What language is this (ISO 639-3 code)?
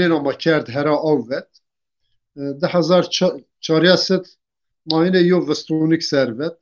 zza